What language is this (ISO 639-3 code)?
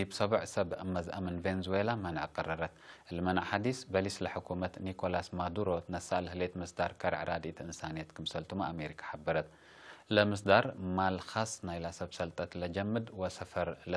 tig